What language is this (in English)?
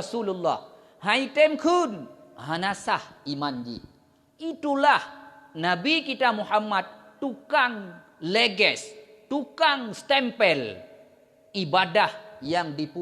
Achinese